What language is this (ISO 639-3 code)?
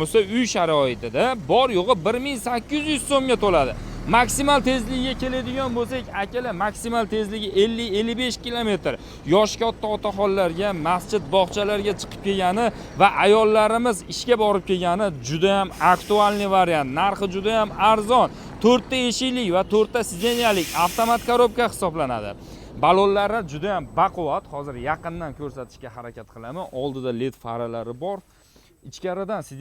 uzb